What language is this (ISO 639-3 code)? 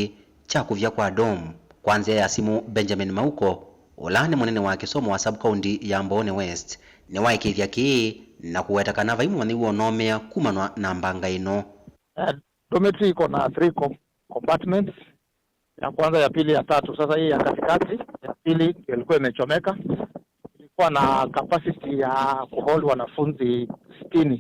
kam